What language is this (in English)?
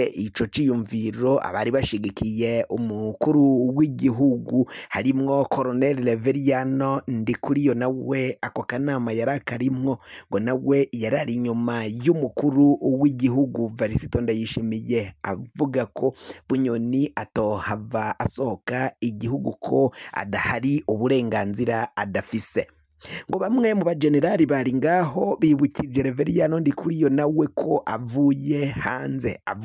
Rundi